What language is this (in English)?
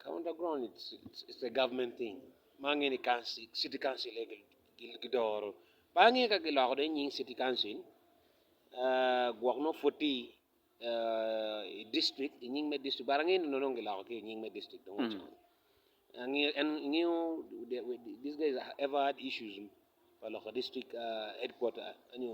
Acoli